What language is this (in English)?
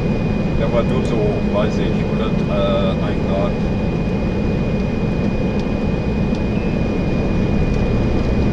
German